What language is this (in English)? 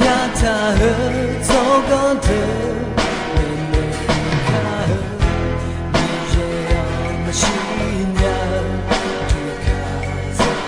Akha